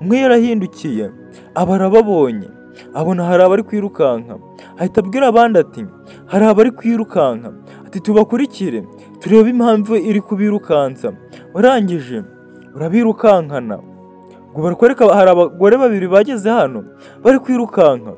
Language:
Kinyarwanda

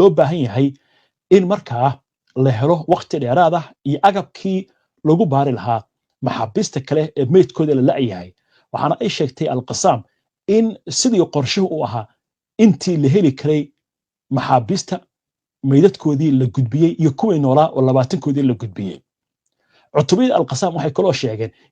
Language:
Somali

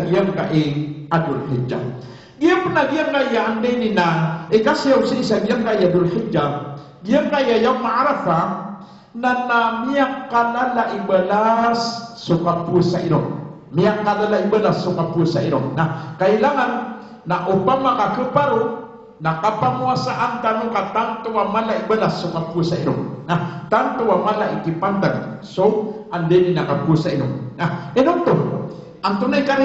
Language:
Maranao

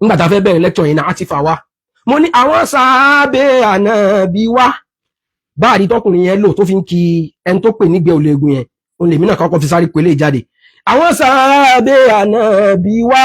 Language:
Yoruba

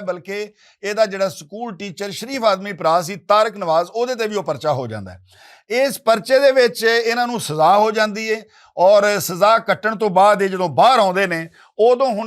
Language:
Western Panjabi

